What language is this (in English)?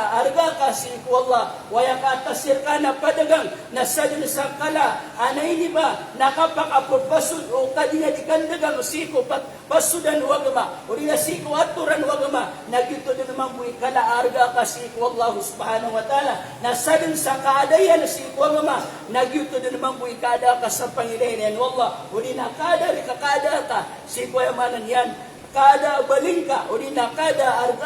Maranao